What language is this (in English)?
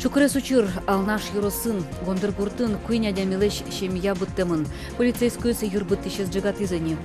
Udmurt